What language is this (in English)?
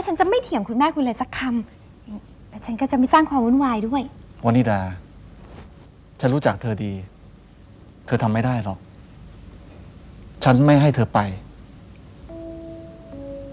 Thai